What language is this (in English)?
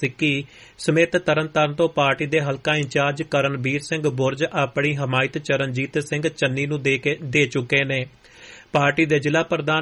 Punjabi